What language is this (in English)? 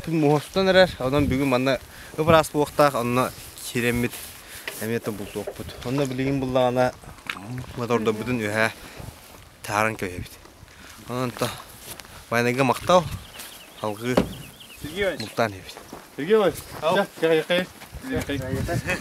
Yakut